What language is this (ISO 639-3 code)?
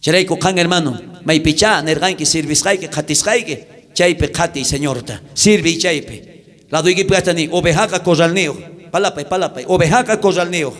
quh